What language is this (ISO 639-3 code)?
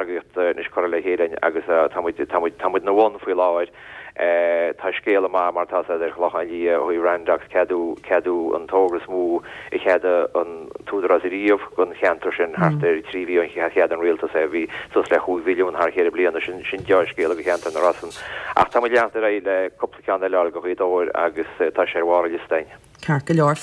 gle